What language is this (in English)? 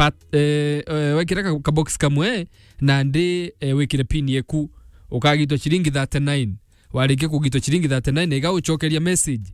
Meru